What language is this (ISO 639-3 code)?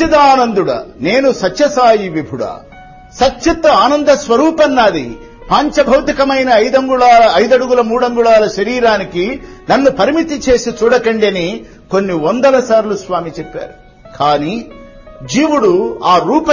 tel